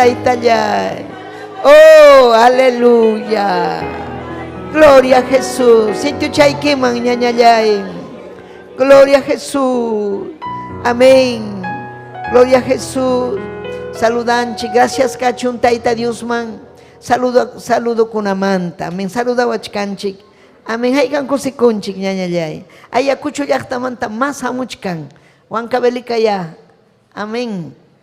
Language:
Ayacucho Quechua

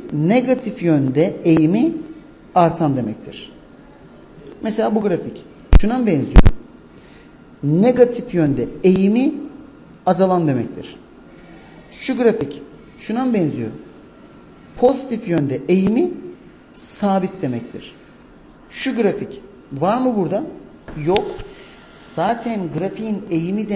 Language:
Turkish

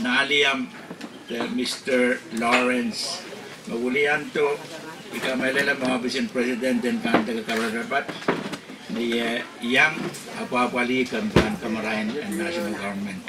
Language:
Pohnpeian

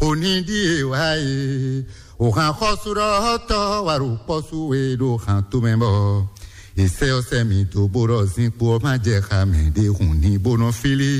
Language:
Fon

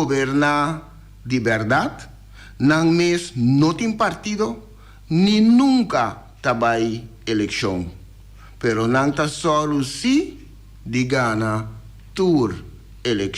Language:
Papiamento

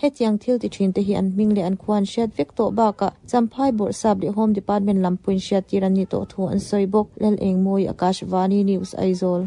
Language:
Mizo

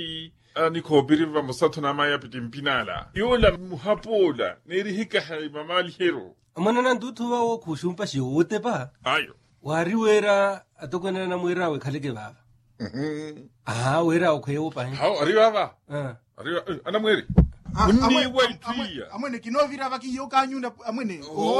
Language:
Makhuwa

